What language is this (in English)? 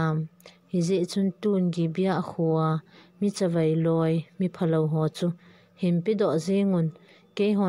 Thado Chin